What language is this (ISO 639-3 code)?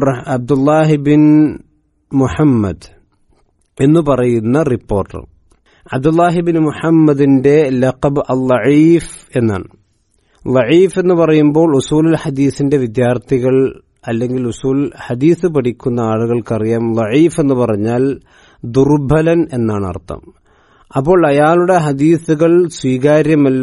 mal